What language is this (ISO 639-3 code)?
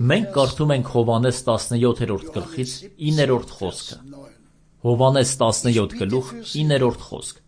hye